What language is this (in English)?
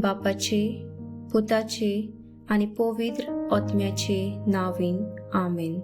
Konkani